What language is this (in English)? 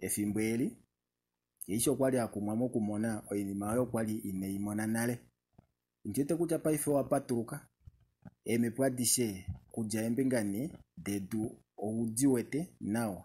Kuanyama